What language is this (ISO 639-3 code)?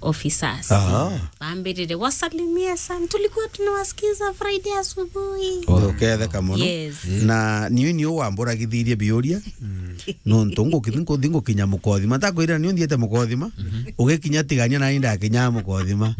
mer